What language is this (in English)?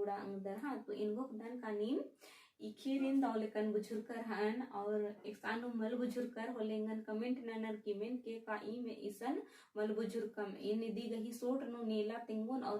Kurukh